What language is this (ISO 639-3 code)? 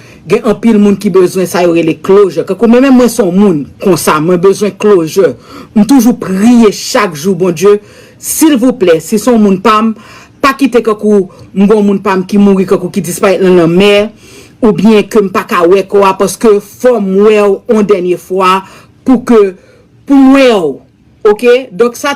hat